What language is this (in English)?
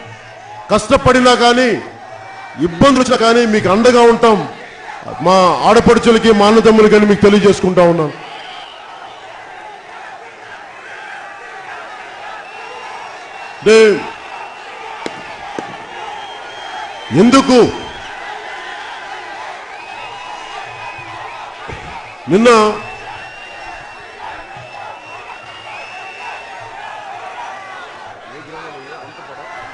Telugu